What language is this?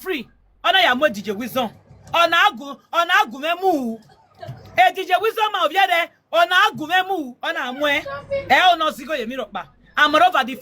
Nigerian Pidgin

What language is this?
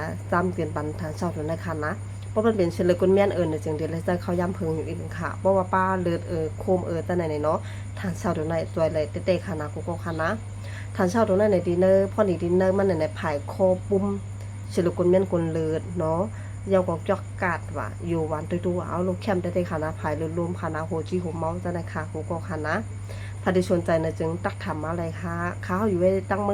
Shan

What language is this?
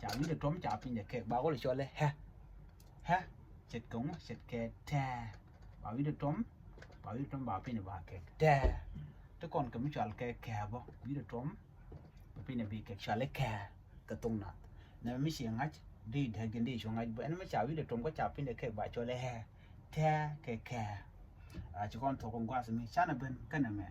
Nuer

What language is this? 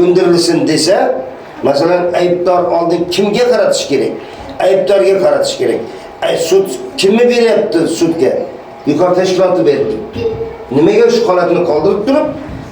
Uzbek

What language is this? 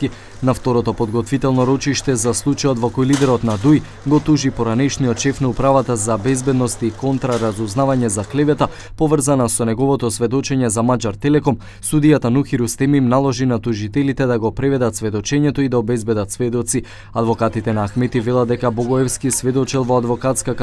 Macedonian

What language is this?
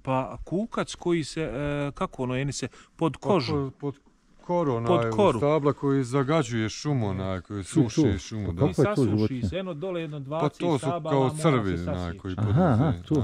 Bosnian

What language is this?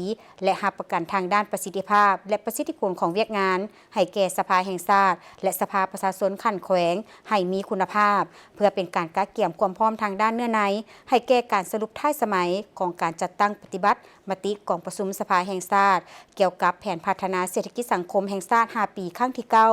Lao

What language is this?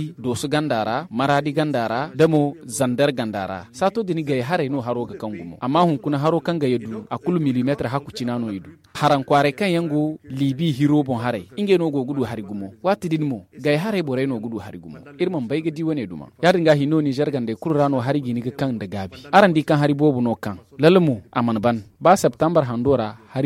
Zarma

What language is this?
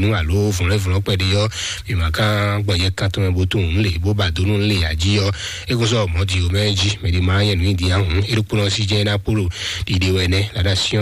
Fon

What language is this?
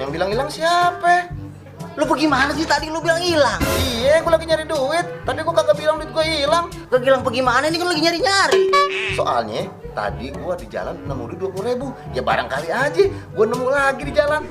Betawi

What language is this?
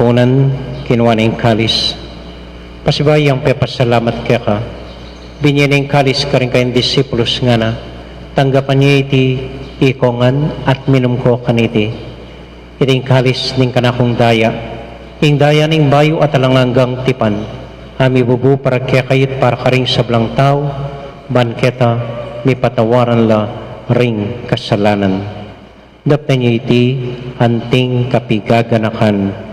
Pampanga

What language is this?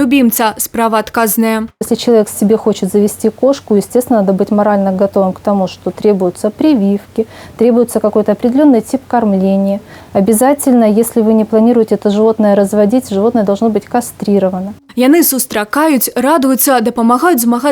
Belarusian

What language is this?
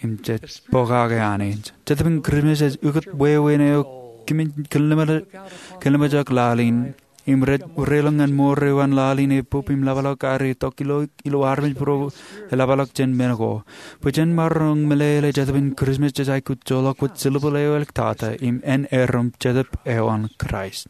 Marshallese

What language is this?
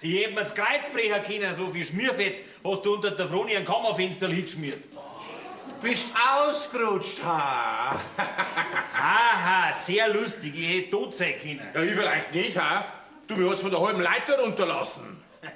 Bavarian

